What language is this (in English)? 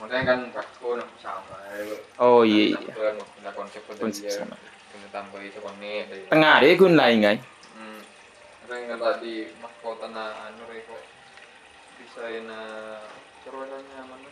Madurese